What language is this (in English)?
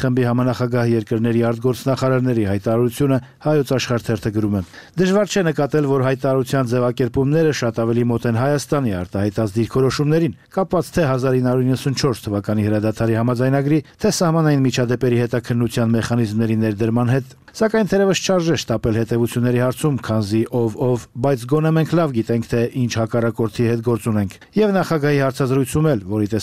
Armenian